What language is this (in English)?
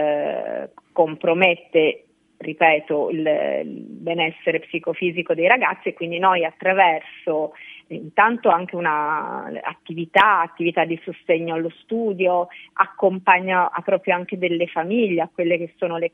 Italian